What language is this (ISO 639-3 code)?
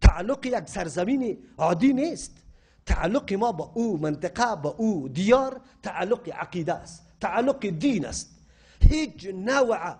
fas